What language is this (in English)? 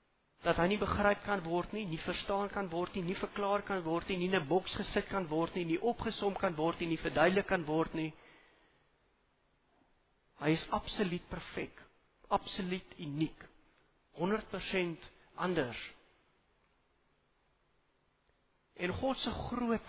Afrikaans